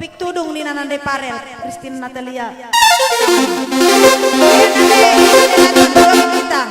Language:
Batak Karo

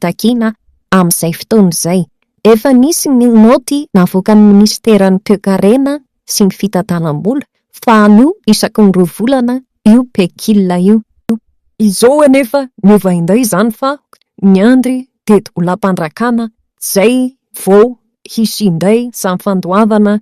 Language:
Malagasy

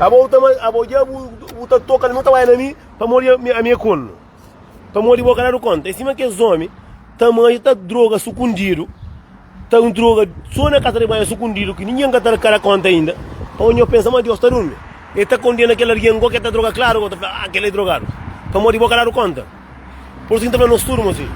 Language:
Kabuverdianu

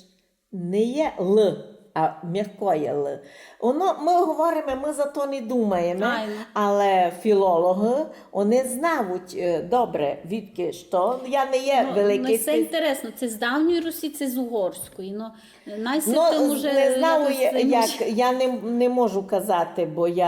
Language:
Rusyn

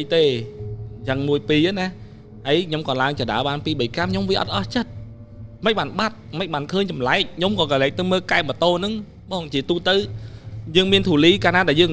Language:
Khmer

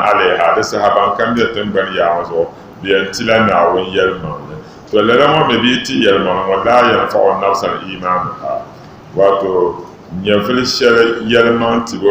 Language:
Dagbani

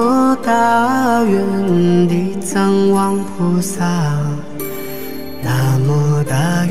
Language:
Chinese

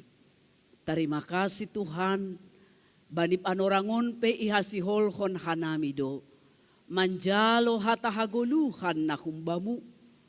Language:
Batak Simalungun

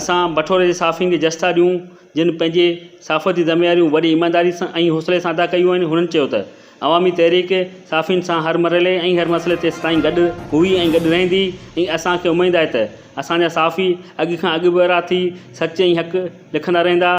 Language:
Sindhi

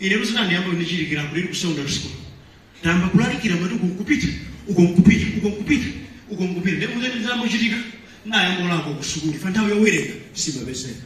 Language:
Nyanja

